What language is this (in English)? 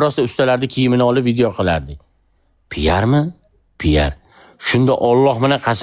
Uzbek